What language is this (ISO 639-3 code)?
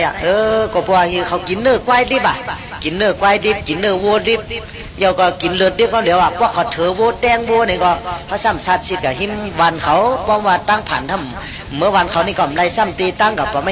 shn